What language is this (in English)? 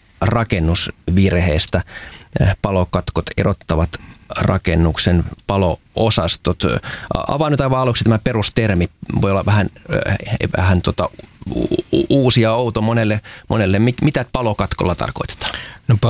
Finnish